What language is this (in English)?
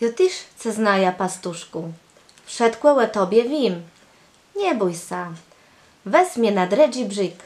Kashubian